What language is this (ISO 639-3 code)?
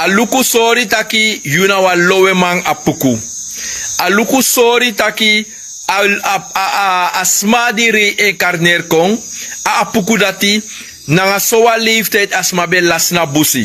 srn